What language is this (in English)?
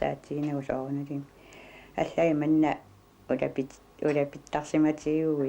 Kalaallisut